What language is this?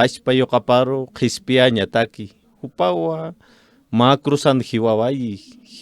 Aymara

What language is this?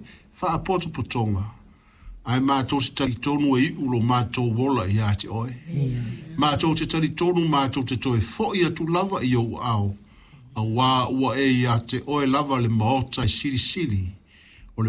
Samoan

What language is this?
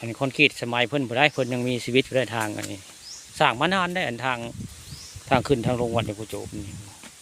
Northeastern Thai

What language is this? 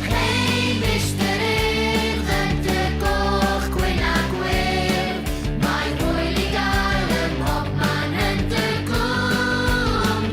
Welsh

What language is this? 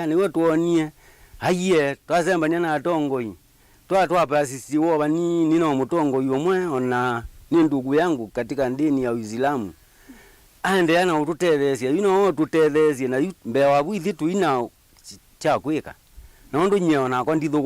Kamba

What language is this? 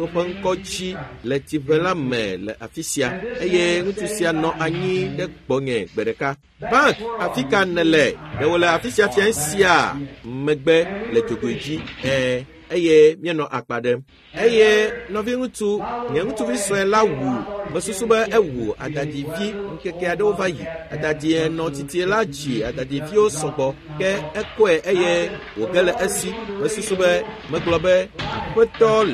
Ewe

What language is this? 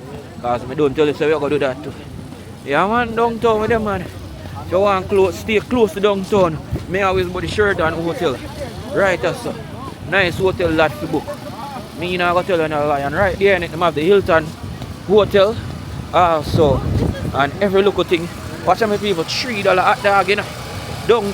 Jamaican Creole English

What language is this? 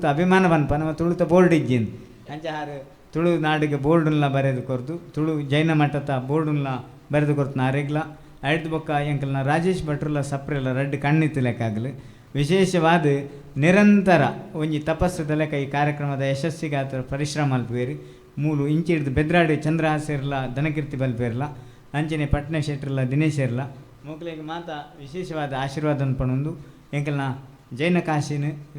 Tulu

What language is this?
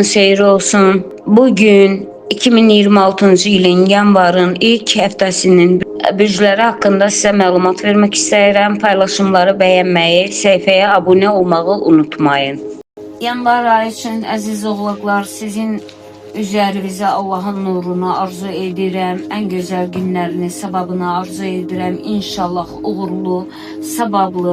Azerbaijani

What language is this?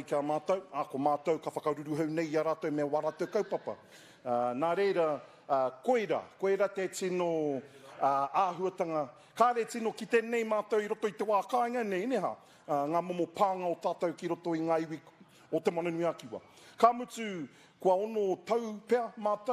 Māori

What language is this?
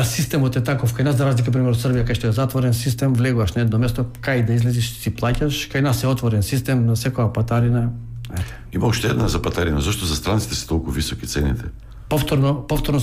Macedonian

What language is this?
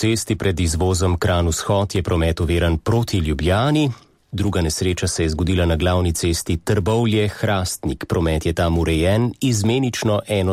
Slovenian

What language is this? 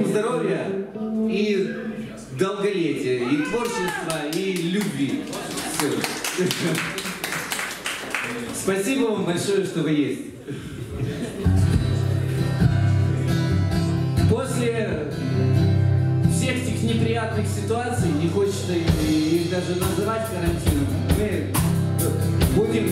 Russian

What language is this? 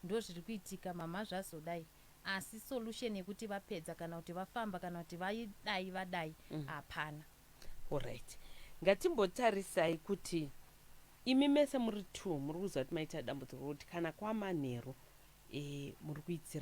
Shona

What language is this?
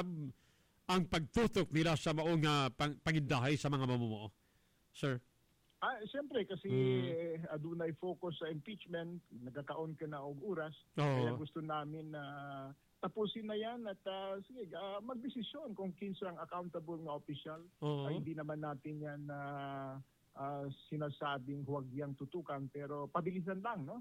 Cebuano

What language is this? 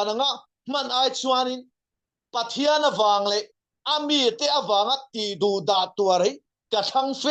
Mizo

